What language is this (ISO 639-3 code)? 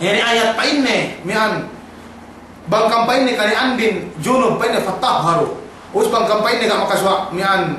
yka